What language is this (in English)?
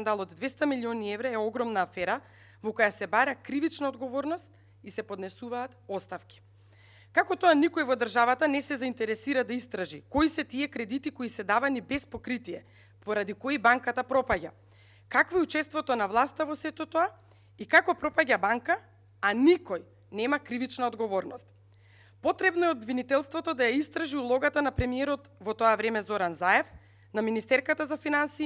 Macedonian